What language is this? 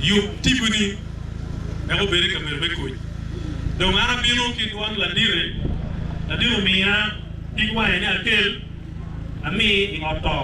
Acoli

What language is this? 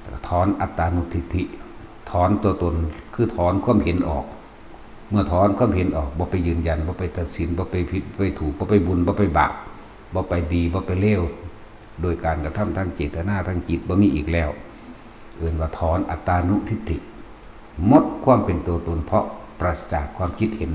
Northeastern Thai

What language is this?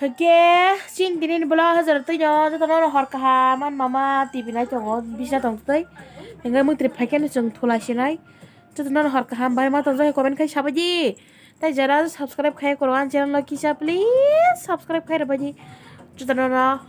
Kok Borok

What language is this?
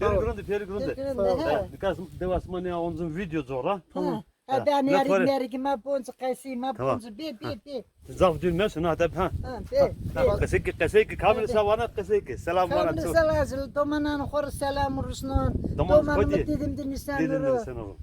Zaza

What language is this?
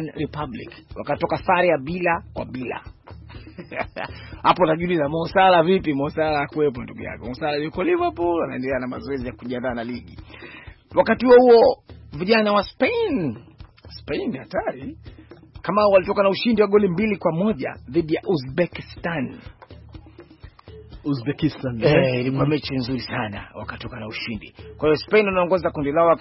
Swahili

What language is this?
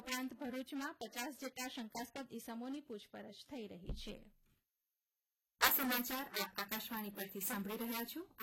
Gujarati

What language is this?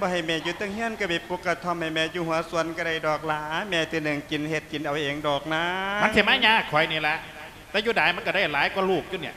Lao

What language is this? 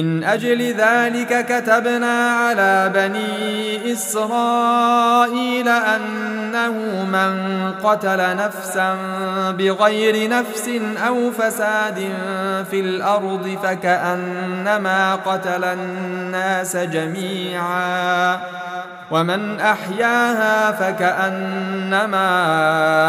Arabic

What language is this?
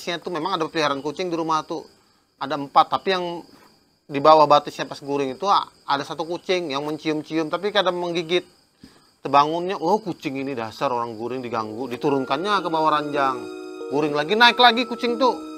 Banjar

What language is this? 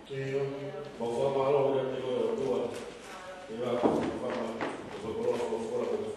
Tongan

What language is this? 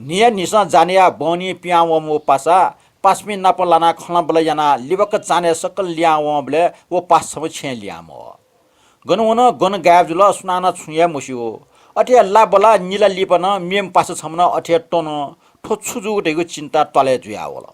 Newari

